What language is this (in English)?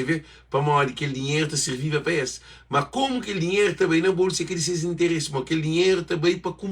Kabuverdianu